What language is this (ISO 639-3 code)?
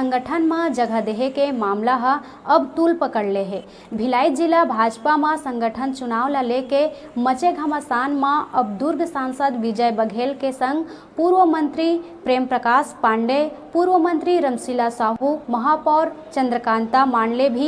hne